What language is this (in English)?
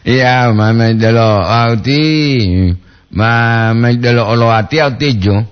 Gorontalo